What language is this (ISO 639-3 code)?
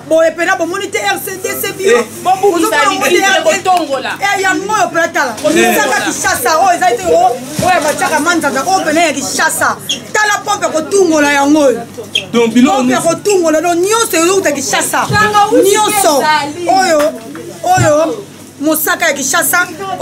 lin